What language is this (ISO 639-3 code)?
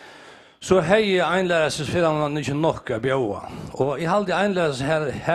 fao